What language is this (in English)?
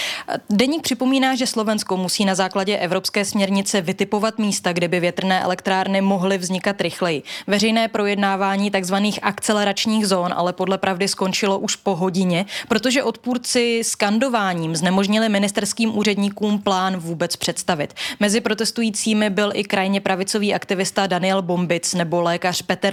Czech